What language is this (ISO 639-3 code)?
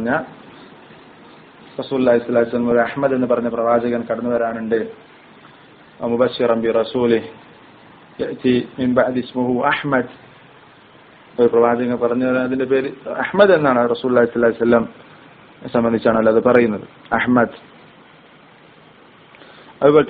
mal